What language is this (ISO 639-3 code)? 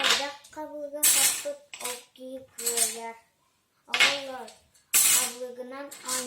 sah